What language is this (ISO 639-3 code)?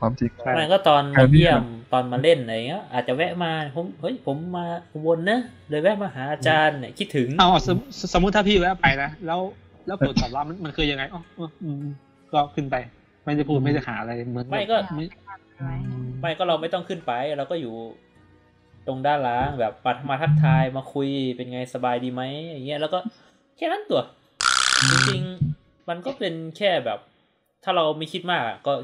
tha